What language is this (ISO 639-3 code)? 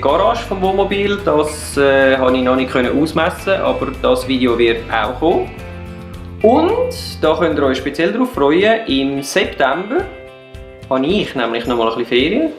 gsw